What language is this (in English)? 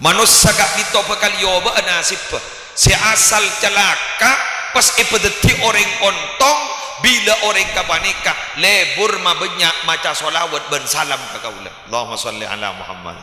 Madurese